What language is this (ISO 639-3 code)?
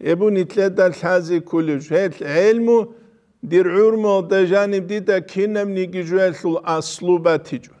ava